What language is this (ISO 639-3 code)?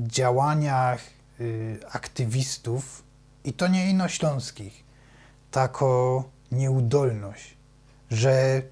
szl